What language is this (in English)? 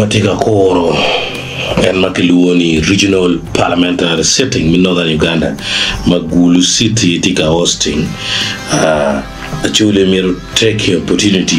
Acoli